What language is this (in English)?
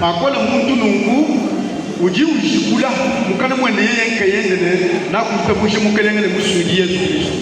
Luba-Lulua